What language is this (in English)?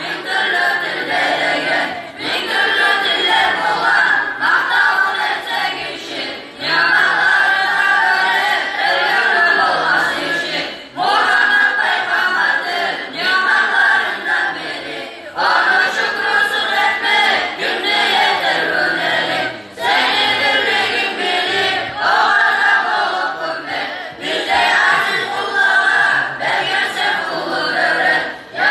Kumyk